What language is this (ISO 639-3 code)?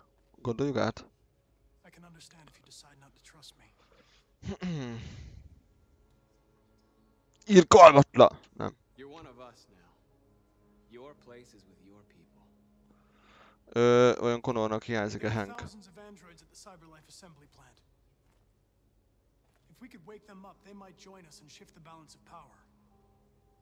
hun